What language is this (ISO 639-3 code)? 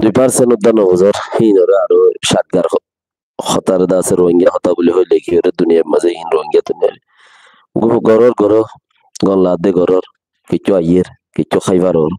rhg